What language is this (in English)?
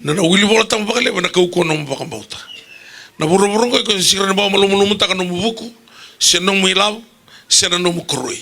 Fijian